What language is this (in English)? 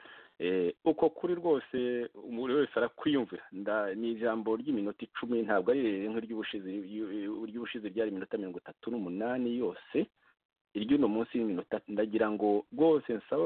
Kinyarwanda